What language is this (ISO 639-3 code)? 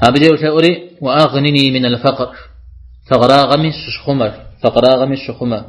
kbd